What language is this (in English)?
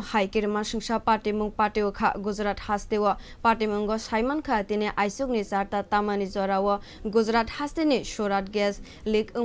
Kok Borok